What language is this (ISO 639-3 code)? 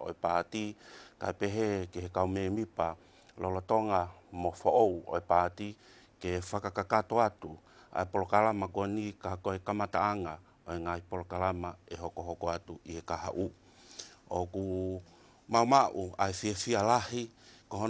ton